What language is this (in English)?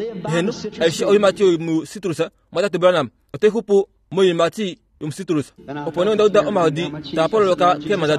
Kuanyama